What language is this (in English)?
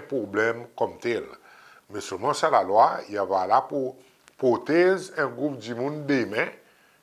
Seselwa Creole French